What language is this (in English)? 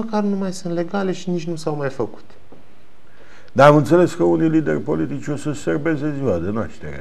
Romanian